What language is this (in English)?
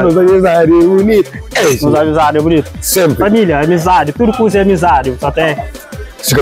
Kabuverdianu